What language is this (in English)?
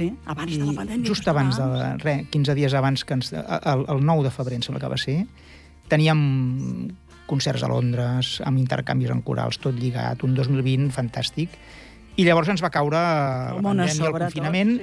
Catalan